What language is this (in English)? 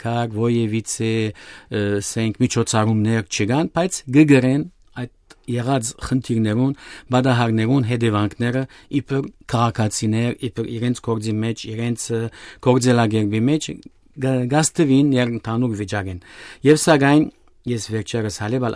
Western Armenian